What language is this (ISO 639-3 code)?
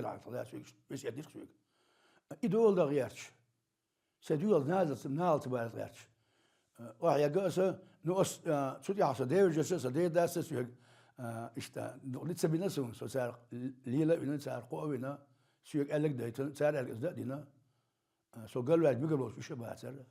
che